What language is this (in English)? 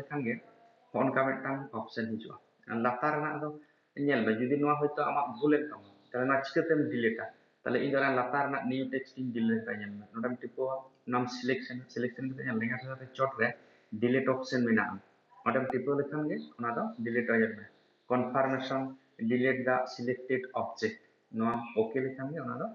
Santali